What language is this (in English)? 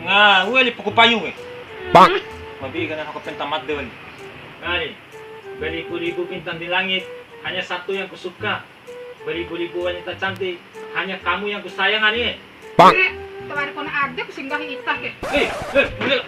Bima